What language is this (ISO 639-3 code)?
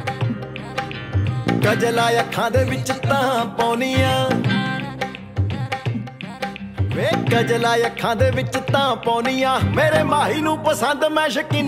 pan